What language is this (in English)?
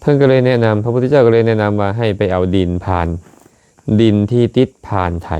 Lao